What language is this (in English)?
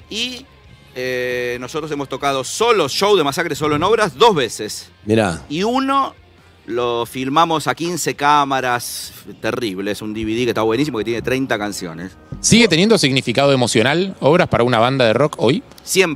Spanish